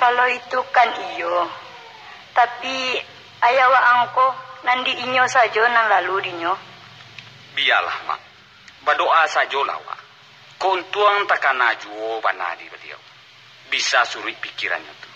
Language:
Minangkabau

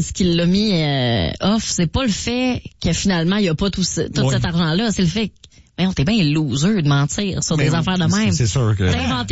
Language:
French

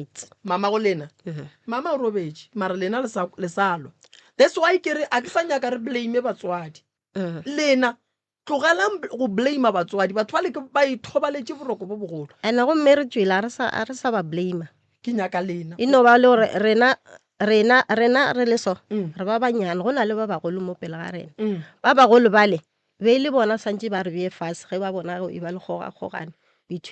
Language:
Northern Sotho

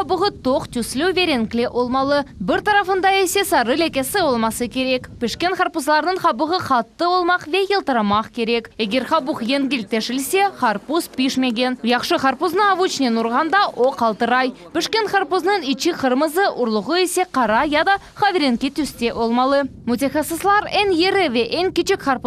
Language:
Crimean Tatar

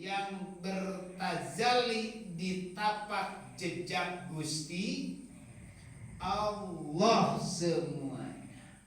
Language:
Sundanese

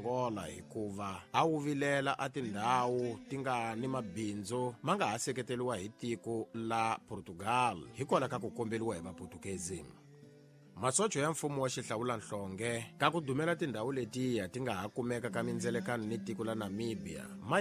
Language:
Tsonga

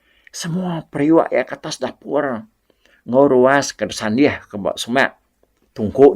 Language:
Iban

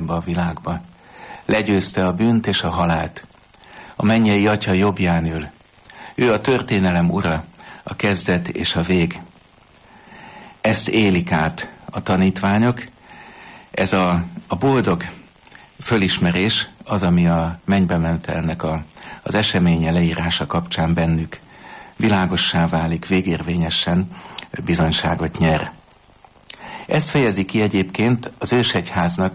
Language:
Hungarian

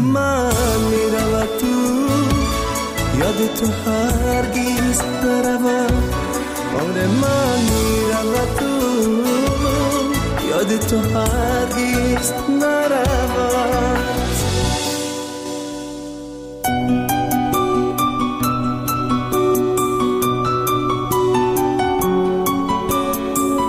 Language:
Persian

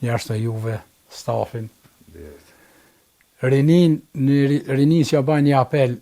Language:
Albanian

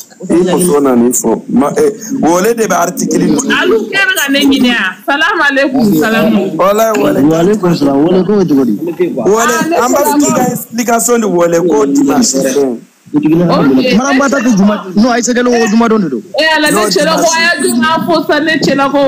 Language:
Bambara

